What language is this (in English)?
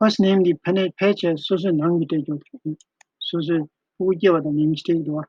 Tibetan